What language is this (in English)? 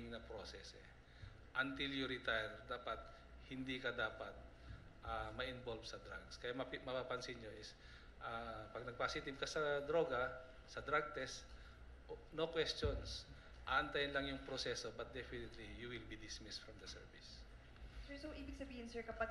Filipino